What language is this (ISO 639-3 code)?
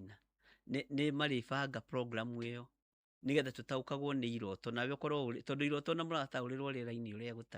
kik